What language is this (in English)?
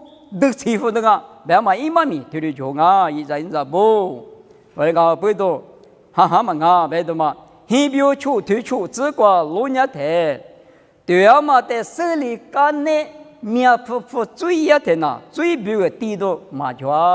Lisu